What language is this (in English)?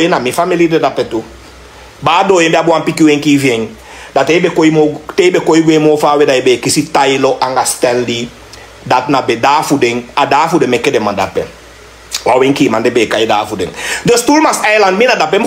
Sranan Tongo